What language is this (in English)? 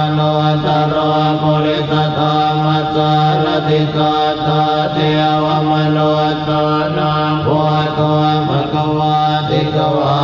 Pali